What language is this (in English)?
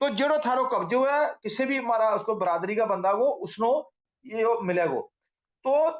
Gujari